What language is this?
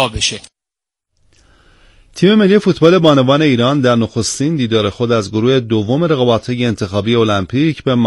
Persian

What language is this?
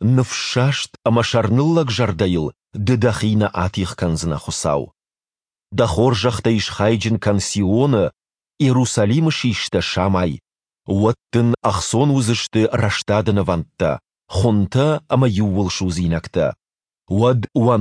Ossetic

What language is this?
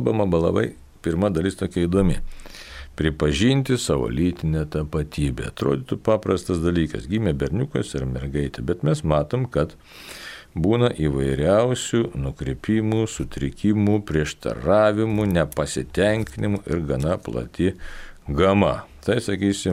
Lithuanian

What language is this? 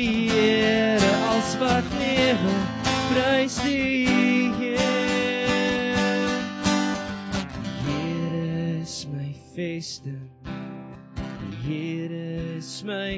Afrikaans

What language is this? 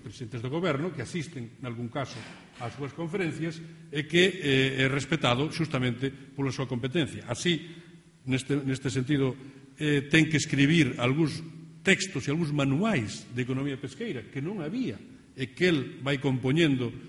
Galician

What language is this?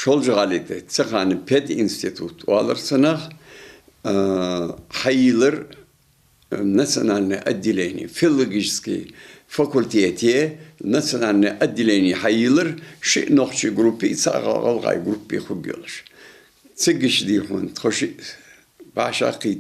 Ingush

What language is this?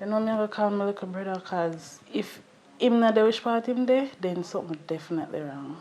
Jamaican Creole English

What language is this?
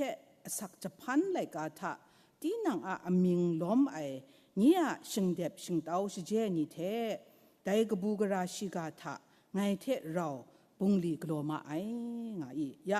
Kachin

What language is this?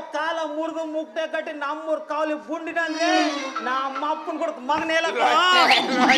Kannada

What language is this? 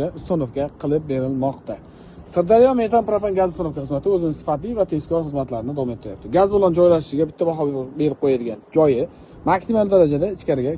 Uzbek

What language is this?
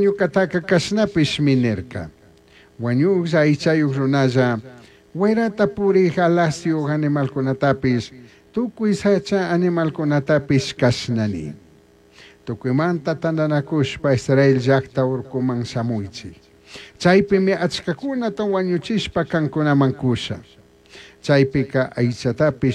Chimborazo Highland Quichua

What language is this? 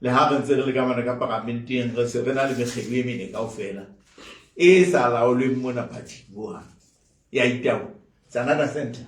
Southern Sotho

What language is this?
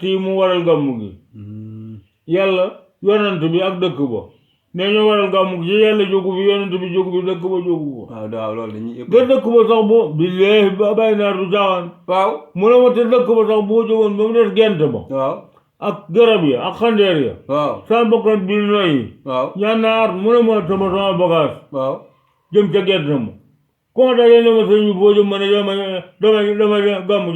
Wolof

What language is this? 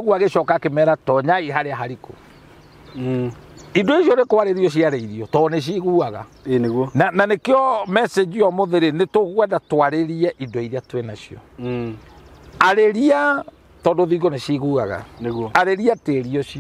Kikuyu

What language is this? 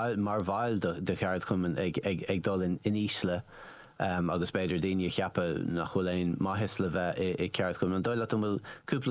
Irish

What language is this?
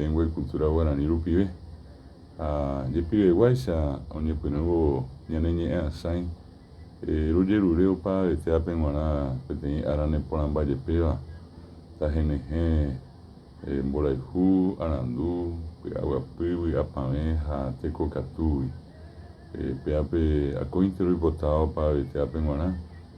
Guarani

